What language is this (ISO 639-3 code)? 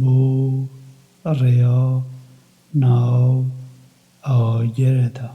kur